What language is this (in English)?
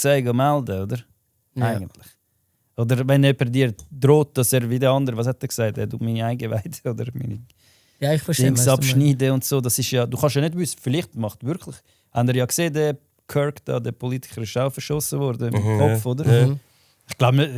Swiss German